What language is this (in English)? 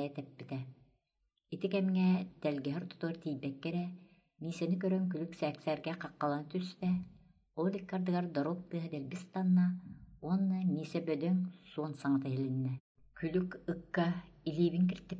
Yakut